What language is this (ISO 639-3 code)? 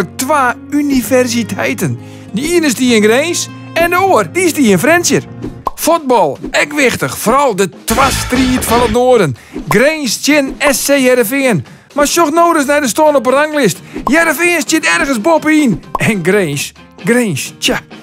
fry